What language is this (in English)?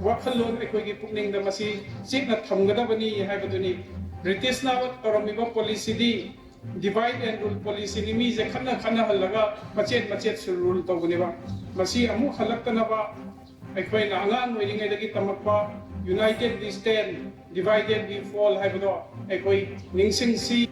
Manipuri